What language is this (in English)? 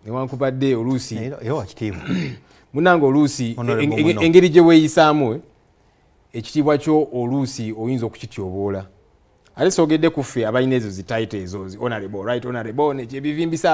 Ganda